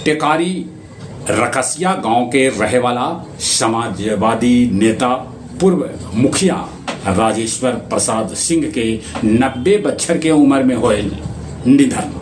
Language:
Magahi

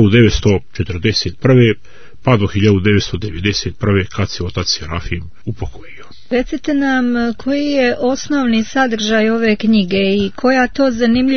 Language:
Serbian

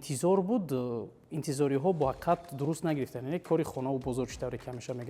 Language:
Tajik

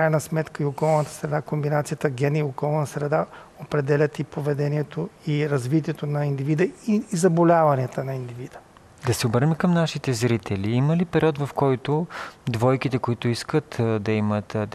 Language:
Bulgarian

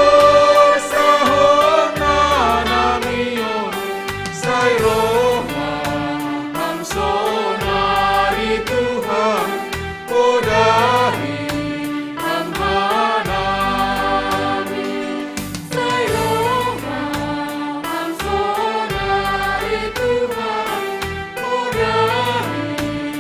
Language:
Batak Simalungun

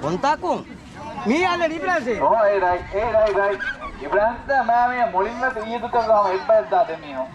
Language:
Divehi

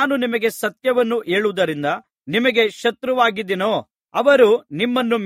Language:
Kannada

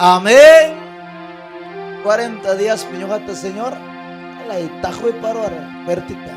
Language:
Ayacucho Quechua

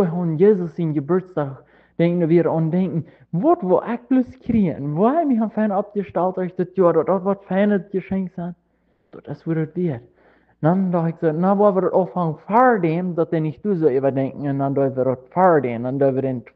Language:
Plautdietsch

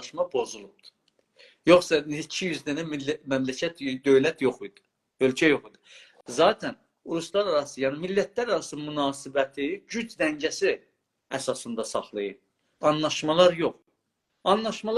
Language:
South Azerbaijani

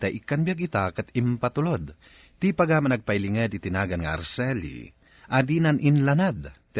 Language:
Iloko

